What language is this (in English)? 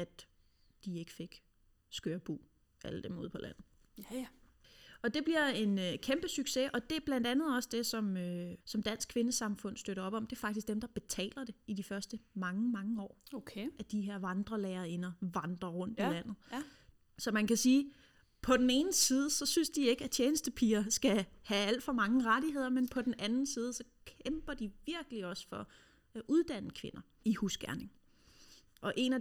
Danish